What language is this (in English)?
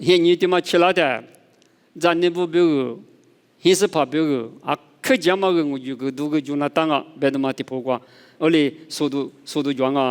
Lisu